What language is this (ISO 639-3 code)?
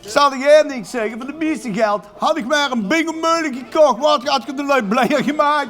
lim